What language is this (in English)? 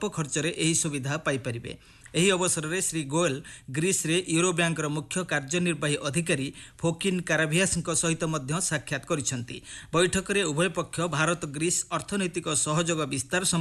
Odia